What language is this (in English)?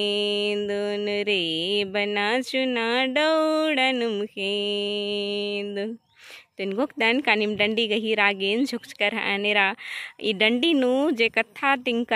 Kurukh